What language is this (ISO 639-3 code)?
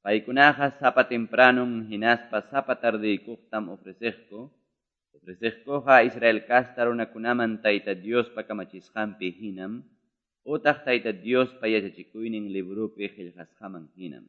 quy